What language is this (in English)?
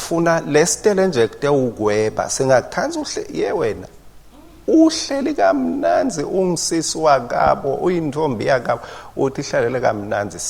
Swati